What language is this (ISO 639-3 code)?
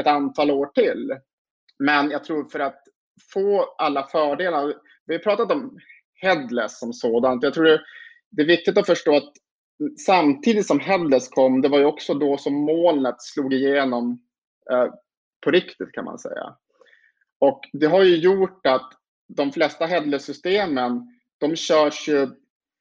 swe